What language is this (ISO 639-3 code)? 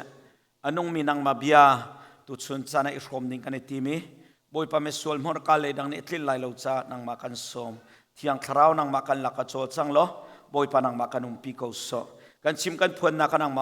cnh